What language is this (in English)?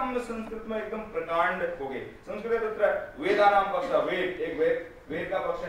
Hindi